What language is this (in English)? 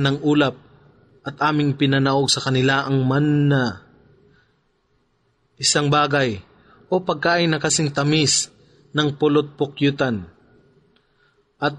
Filipino